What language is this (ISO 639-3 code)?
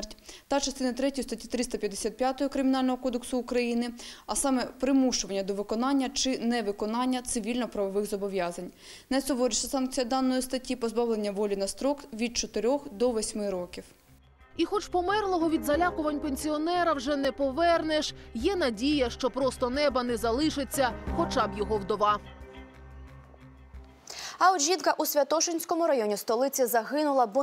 ukr